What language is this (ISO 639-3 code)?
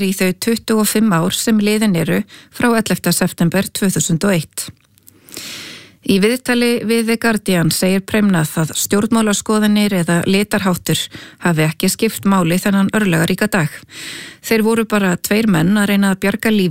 isl